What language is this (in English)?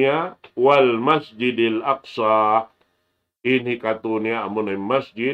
Tausug